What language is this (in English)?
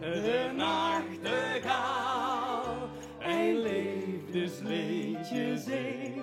Limburgish